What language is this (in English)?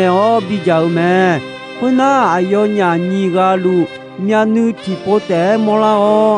Akha